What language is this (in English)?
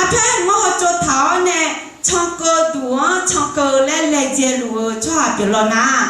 Akha